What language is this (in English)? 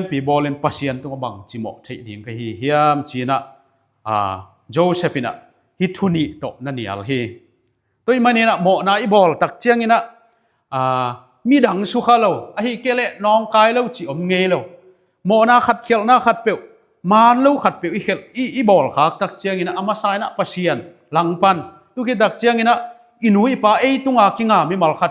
Tedim Chin